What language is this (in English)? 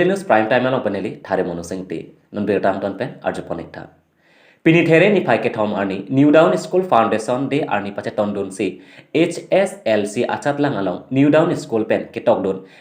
Karbi